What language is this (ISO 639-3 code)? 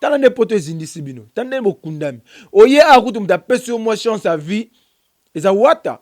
lin